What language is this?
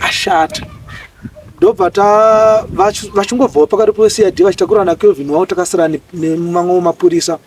Shona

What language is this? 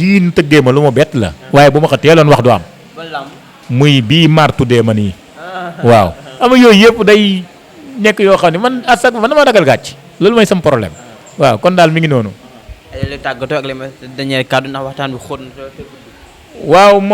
Wolof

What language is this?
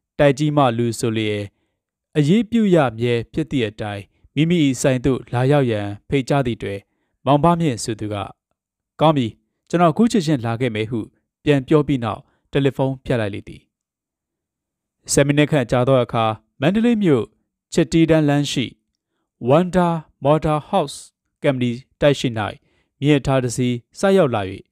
Burmese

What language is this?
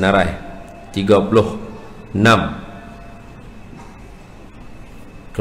Malay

